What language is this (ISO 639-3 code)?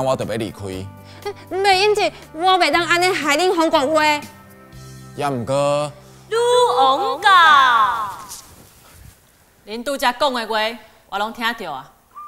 nan